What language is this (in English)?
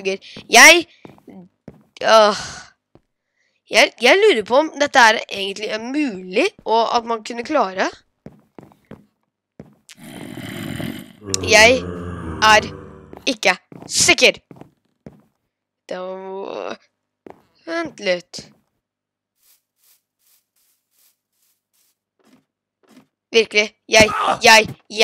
Norwegian